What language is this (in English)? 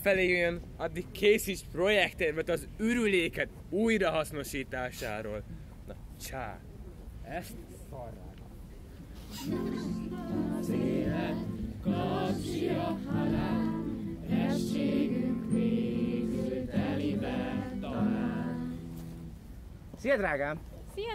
Hungarian